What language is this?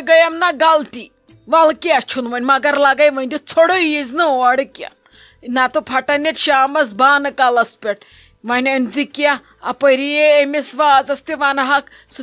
Kashmiri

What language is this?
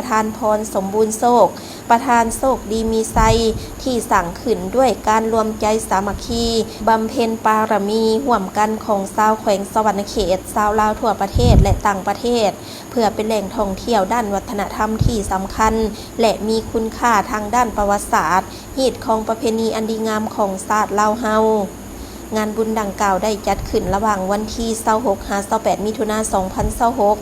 Lao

